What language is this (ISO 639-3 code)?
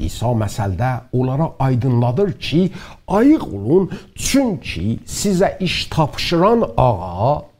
azb